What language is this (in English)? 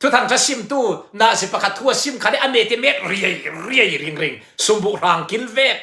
Falam Chin